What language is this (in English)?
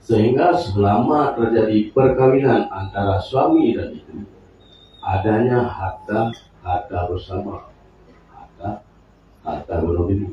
Achinese